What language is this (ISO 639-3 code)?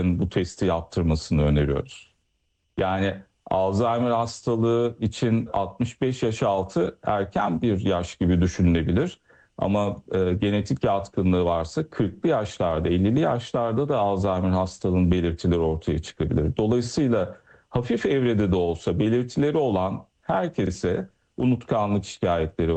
tur